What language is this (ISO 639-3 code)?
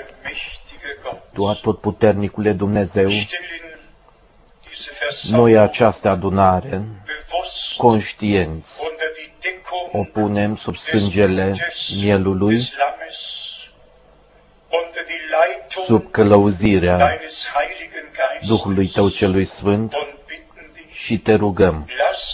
ron